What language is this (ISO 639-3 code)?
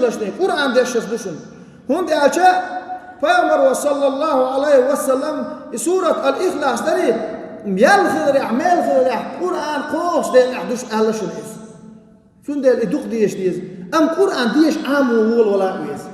che